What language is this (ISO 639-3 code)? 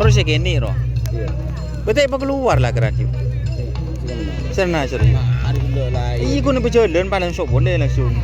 mad